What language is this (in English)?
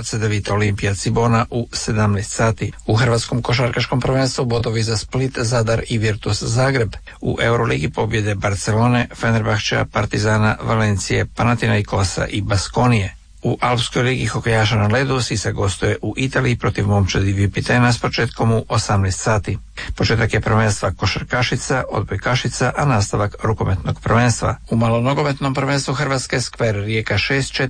Croatian